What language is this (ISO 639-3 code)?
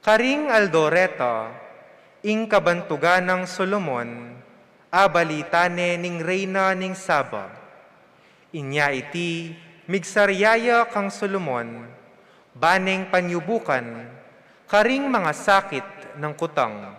pam